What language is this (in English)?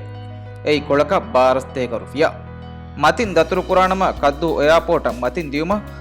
Divehi